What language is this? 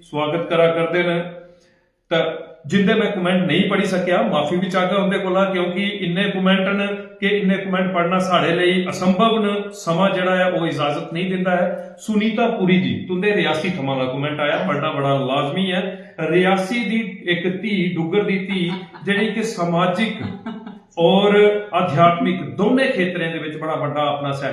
Dogri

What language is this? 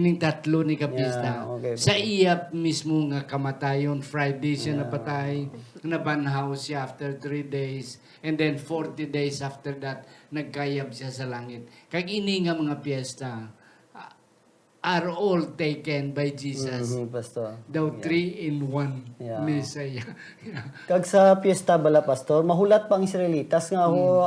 Hiligaynon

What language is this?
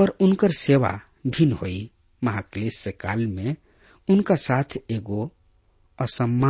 Bhojpuri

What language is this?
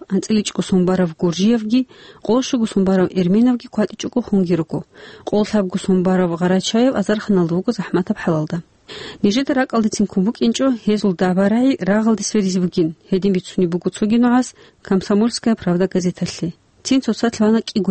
Avaric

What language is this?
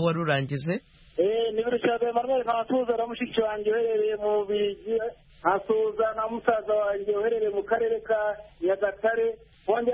Kinyarwanda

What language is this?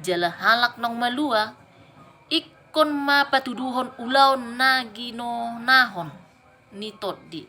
Batak Toba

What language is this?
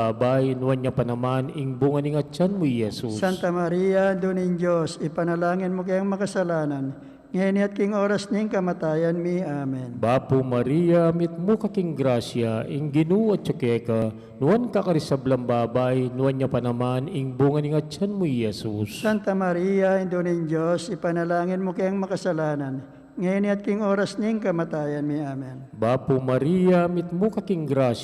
Pampanga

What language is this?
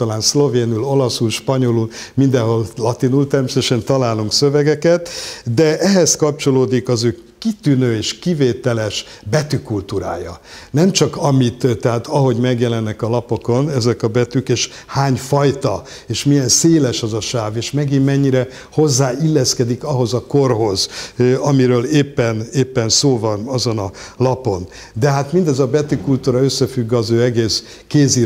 Hungarian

